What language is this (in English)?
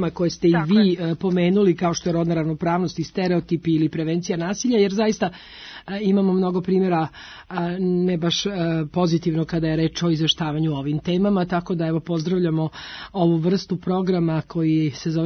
Serbian